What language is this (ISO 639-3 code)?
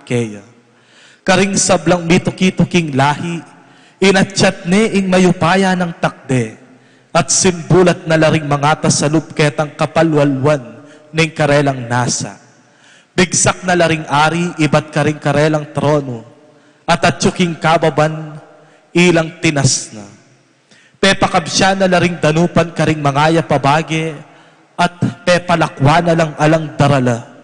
pam